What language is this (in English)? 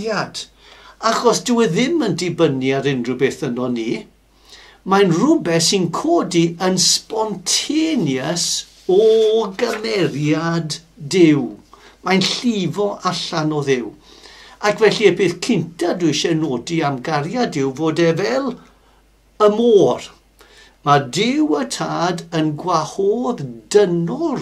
Welsh